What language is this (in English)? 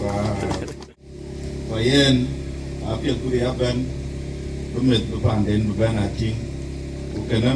Dinka